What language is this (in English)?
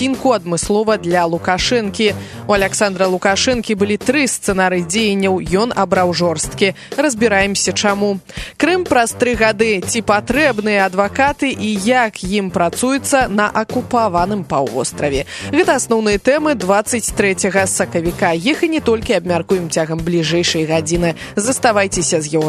Belarusian